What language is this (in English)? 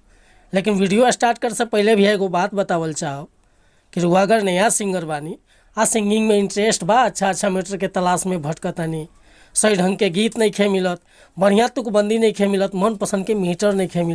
Bhojpuri